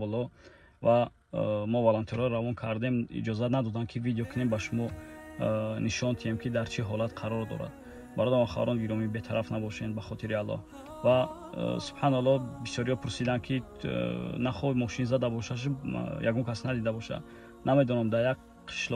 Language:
Tajik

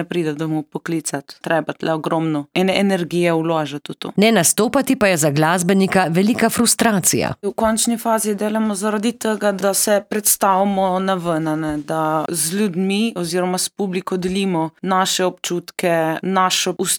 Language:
Slovenian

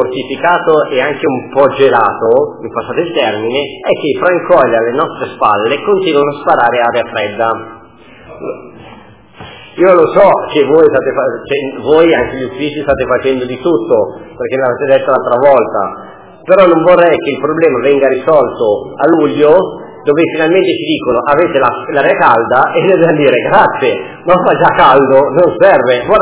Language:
Italian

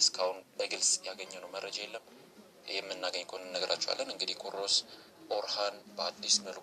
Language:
Amharic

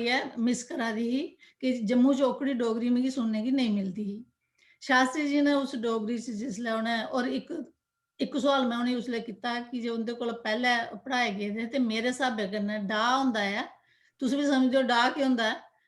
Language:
Dogri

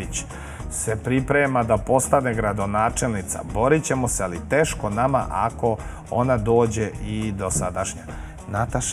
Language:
Serbian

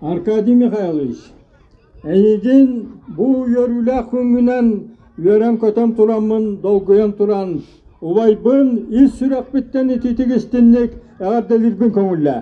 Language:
Yakut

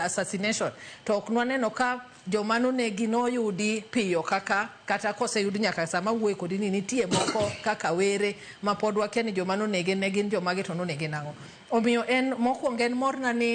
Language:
Luo (Kenya and Tanzania)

